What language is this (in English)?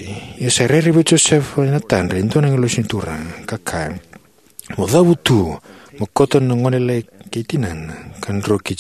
Fijian